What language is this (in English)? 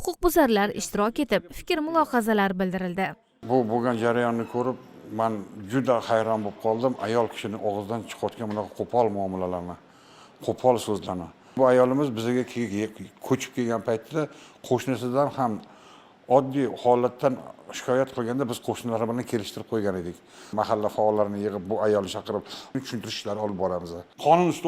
Uzbek